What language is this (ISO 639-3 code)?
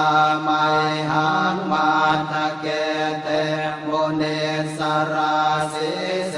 pli